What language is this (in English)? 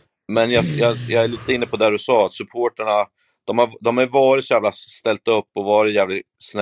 Swedish